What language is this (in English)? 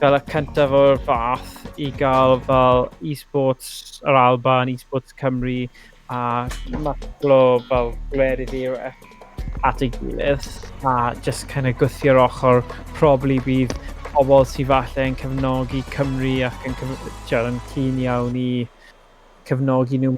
Welsh